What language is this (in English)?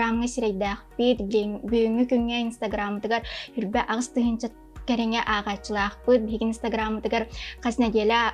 Yakut